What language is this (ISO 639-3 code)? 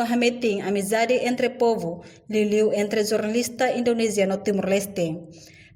tet